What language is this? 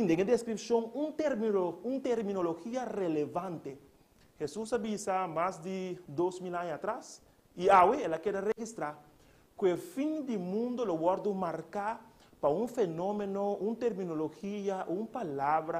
Papiamento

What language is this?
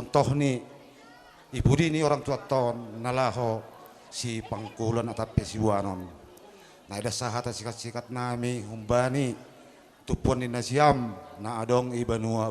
Batak Simalungun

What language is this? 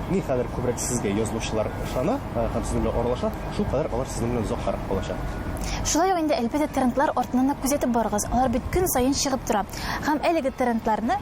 Tatar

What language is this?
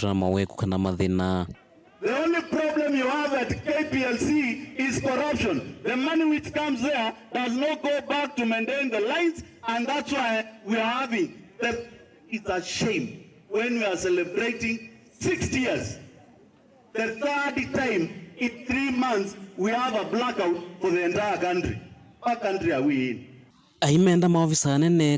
Kamba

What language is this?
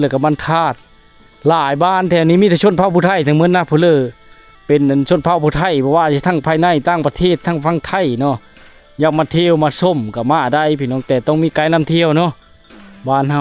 Lao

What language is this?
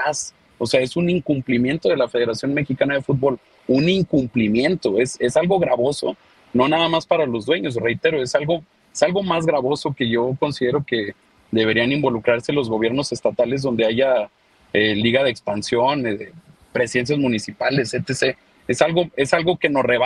Spanish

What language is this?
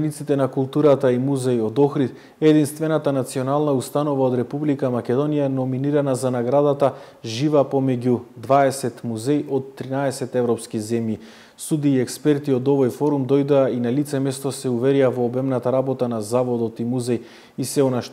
Macedonian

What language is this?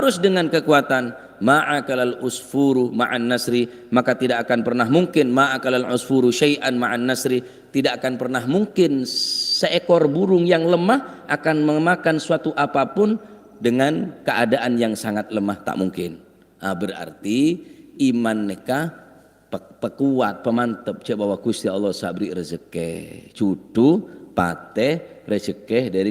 Madurese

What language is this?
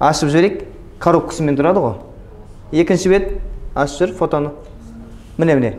Kazakh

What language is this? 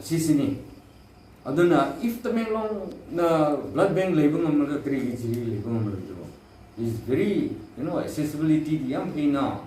Manipuri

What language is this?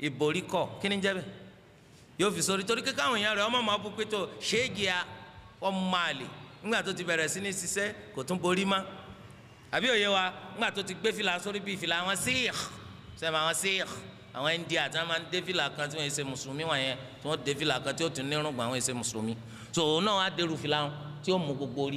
Yoruba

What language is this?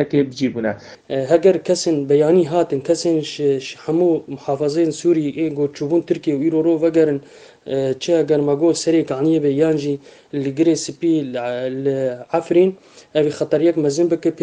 Kurdish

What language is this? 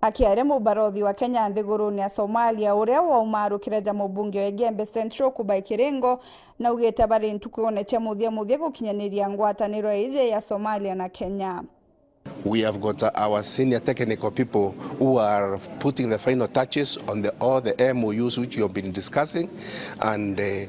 Meru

